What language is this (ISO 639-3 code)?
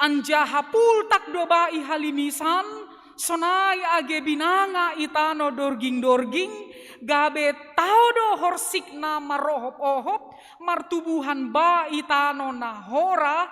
bts